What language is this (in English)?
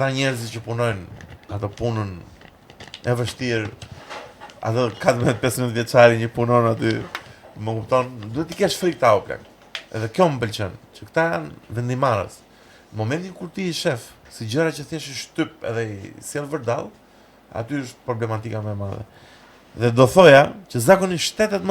Albanian